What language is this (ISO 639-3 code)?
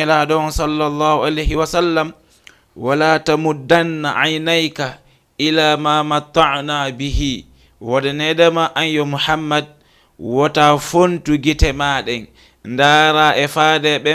ful